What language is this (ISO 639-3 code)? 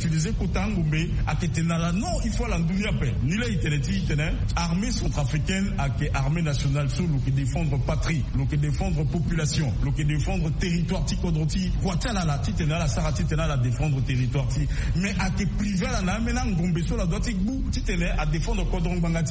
sag